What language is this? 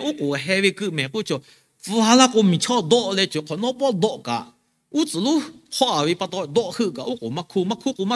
Lahu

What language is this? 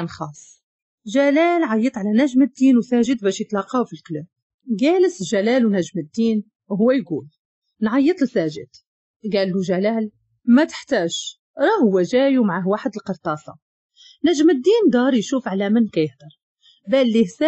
Moroccan Arabic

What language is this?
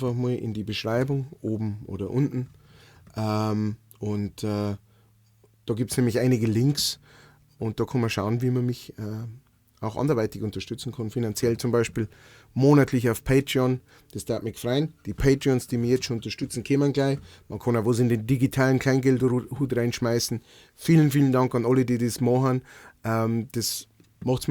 Bavarian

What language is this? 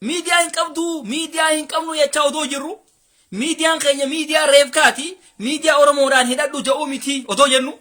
Oromo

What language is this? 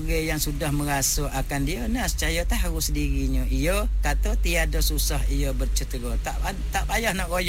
Malay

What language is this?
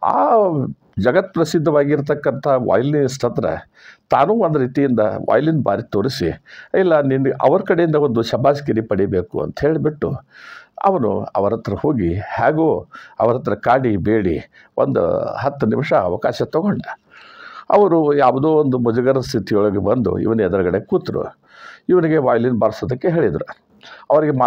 Kannada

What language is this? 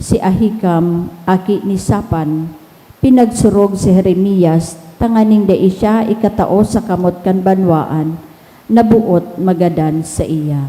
Bikol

